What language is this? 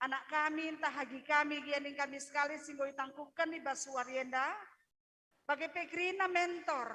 Batak Karo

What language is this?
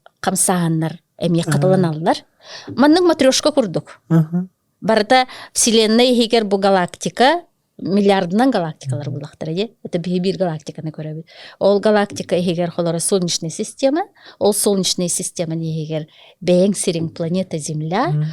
Yakut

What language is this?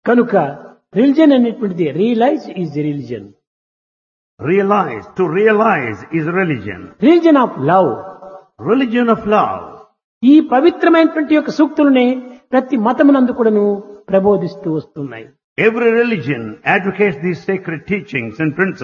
Telugu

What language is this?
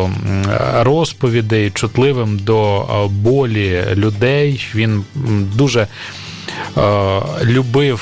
Ukrainian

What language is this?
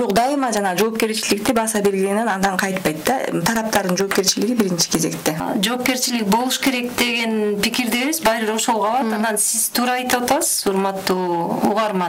Kyrgyz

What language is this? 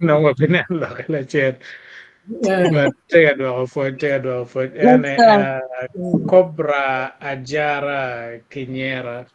Acoli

